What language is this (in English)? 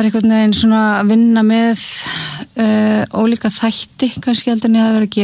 Icelandic